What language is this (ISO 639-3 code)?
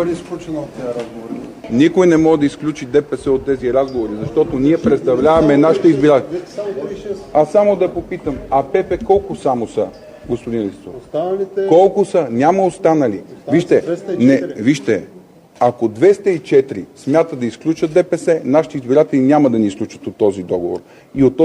bul